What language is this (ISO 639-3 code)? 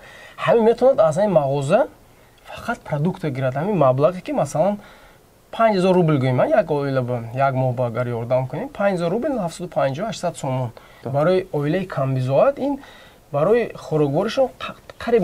tgk